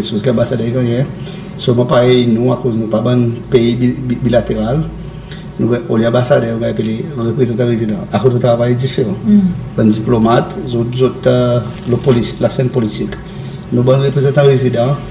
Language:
Seselwa Creole French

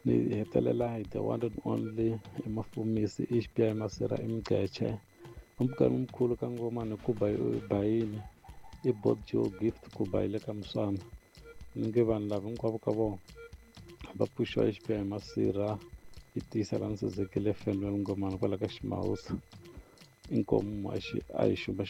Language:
Tsonga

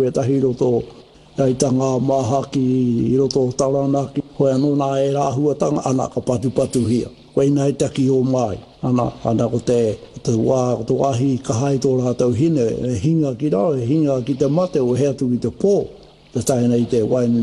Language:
Māori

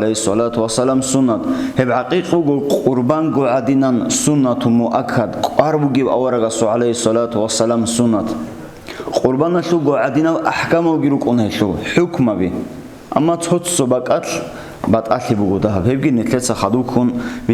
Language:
Avaric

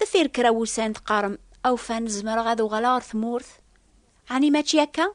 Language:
Kabyle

